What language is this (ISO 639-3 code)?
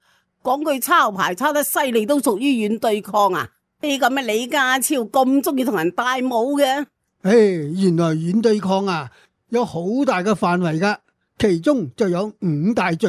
yue